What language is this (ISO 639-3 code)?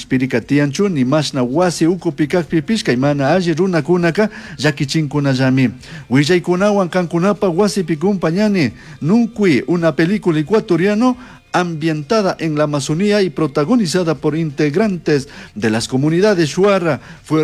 qug